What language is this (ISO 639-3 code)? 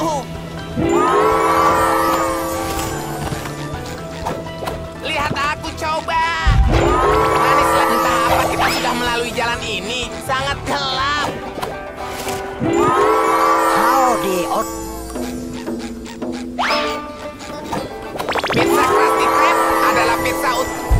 ind